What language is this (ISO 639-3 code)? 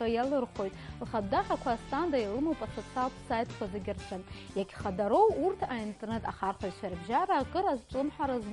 abk